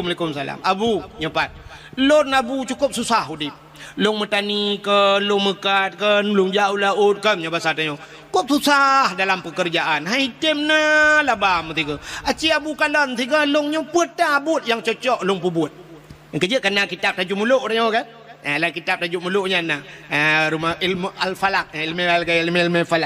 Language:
Achinese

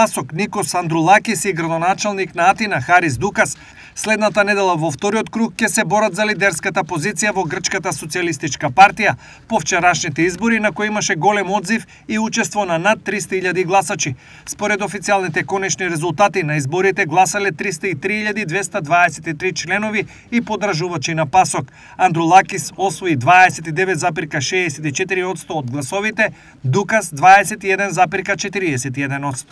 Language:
Macedonian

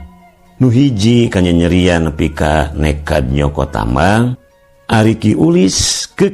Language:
Sundanese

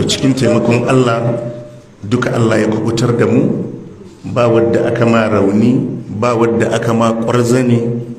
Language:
Hausa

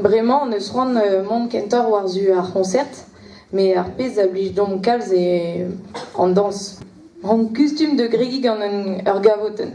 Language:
Breton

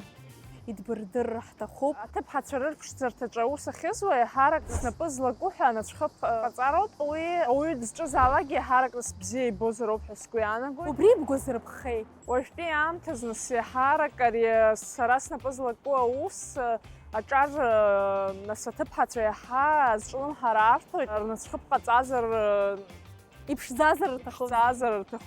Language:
Abkhazian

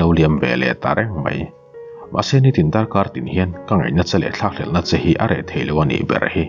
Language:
Mizo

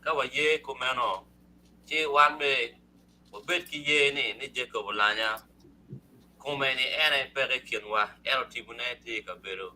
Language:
Acoli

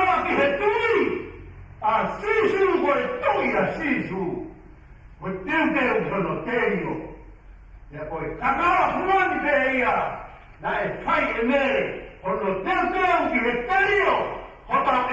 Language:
Tongan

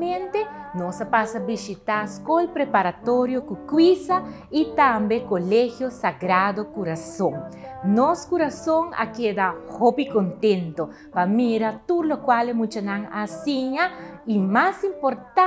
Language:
Papiamento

